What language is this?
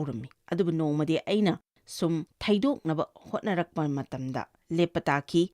Manipuri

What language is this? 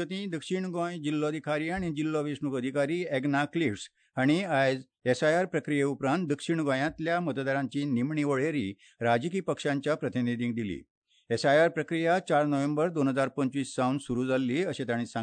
Konkani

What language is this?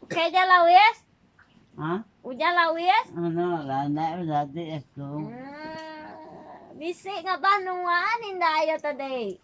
Iban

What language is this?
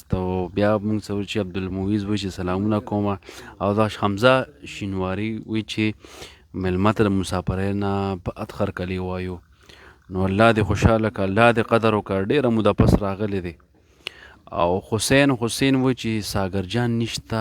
Pashto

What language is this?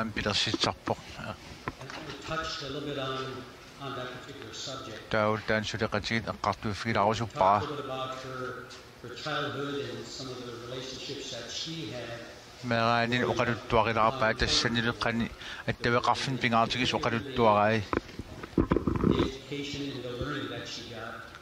Kalaallisut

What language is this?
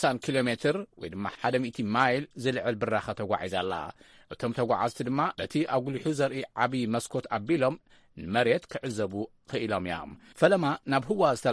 Tigrinya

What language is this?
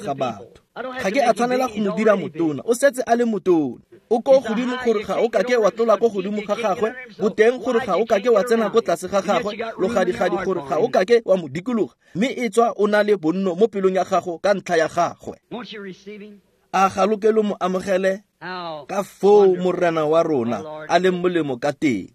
Tswana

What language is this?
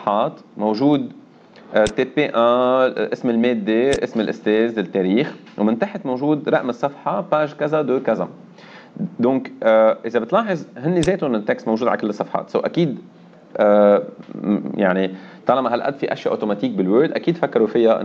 North Levantine Arabic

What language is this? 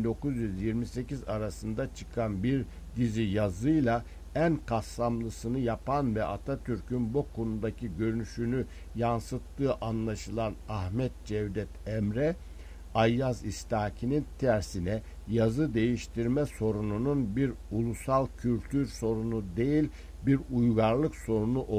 Turkish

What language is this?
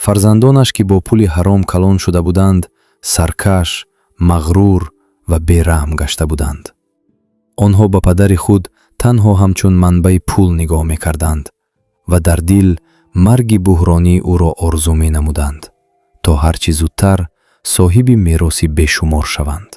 Tajik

